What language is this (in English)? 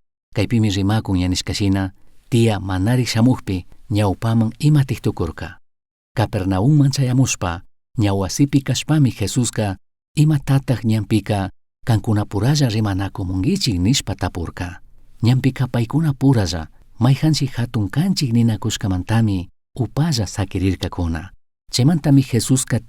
Chimborazo Highland Quichua